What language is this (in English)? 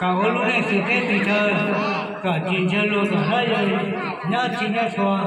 Hmong